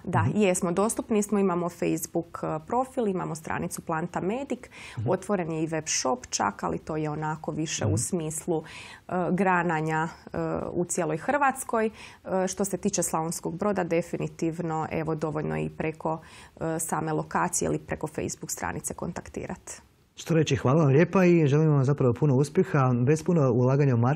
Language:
Croatian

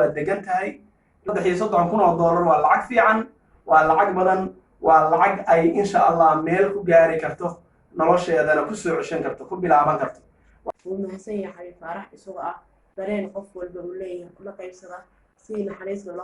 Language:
Somali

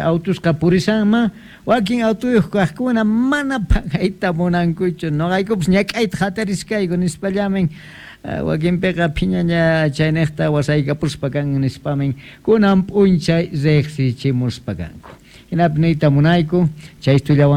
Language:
South Bolivian Quechua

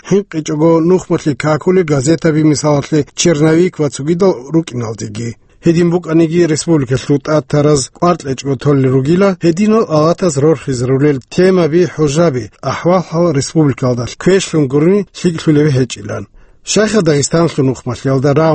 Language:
Avaric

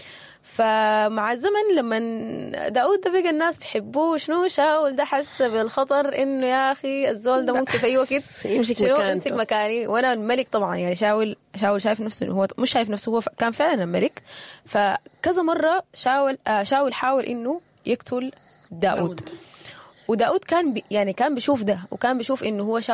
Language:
Sudanese Arabic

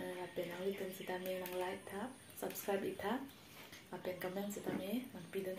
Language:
Karbi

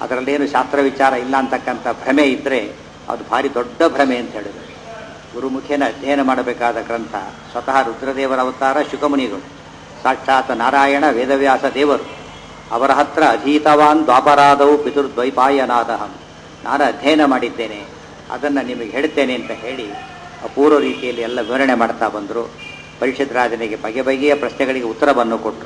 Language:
Kannada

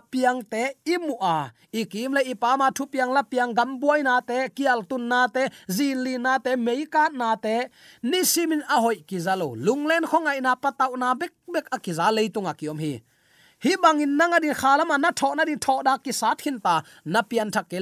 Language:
Tedim Chin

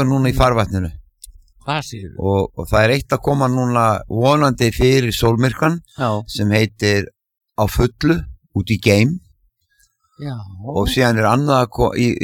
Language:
Icelandic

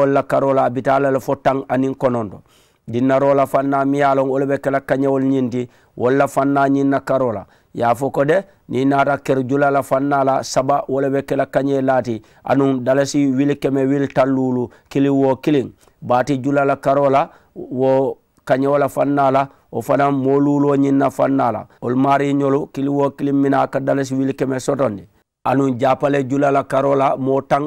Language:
Mandingo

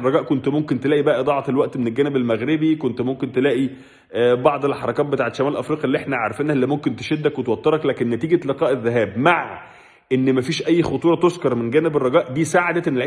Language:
Egyptian Arabic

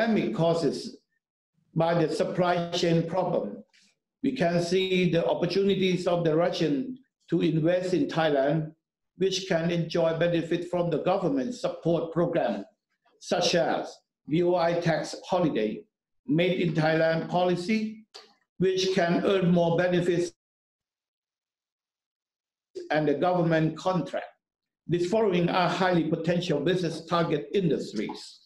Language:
English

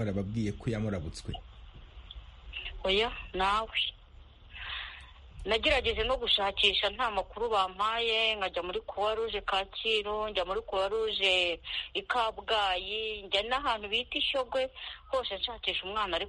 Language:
Kinyarwanda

